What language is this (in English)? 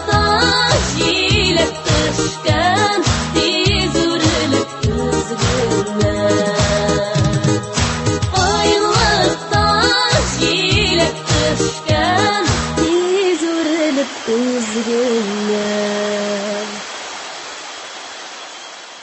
Tatar